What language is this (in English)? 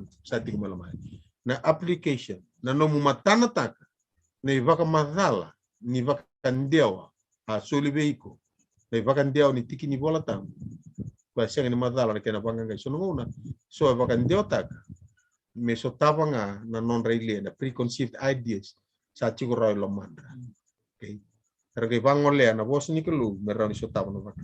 Fijian